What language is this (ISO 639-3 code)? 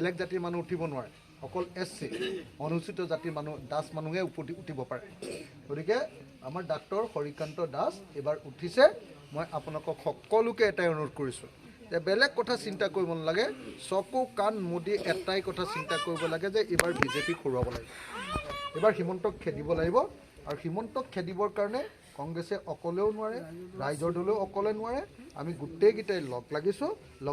asm